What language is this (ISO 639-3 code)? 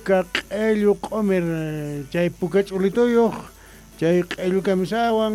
que